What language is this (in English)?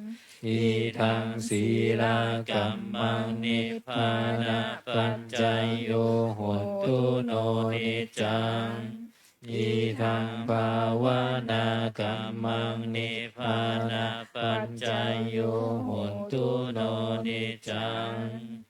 Pali